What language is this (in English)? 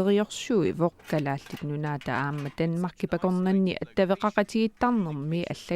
Kalaallisut